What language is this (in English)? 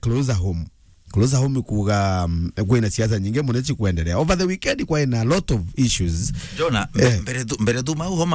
Meru